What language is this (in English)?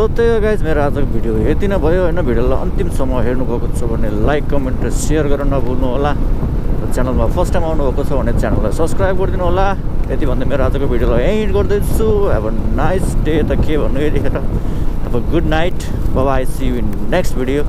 Nepali